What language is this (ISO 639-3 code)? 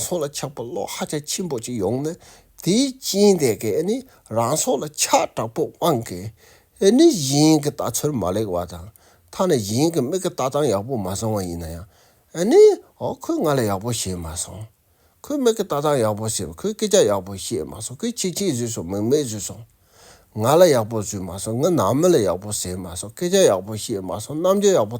bod